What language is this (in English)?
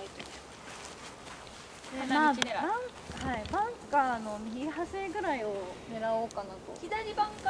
Japanese